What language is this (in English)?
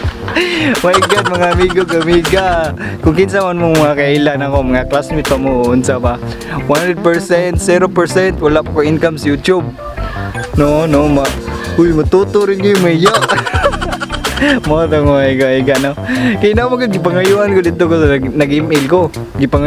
Cebuano